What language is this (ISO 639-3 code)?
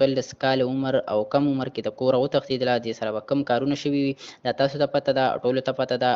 pus